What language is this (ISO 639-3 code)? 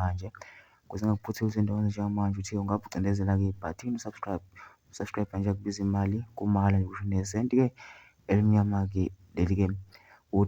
zul